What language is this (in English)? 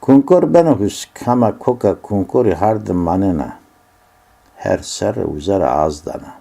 Zaza